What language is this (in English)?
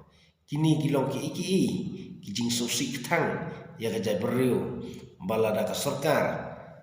Khasi